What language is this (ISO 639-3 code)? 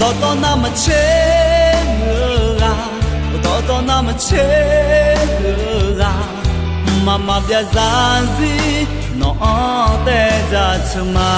ahk